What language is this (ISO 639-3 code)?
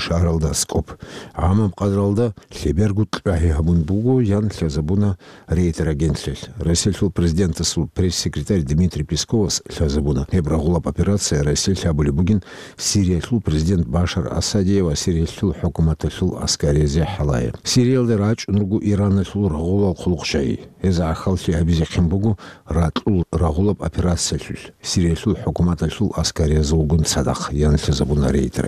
ava